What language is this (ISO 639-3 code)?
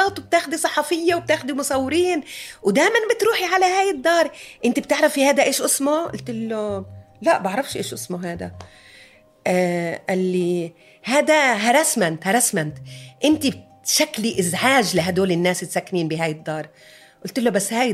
apc